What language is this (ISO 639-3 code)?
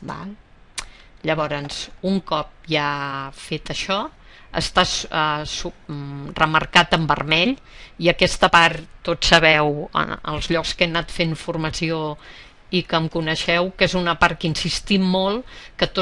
cat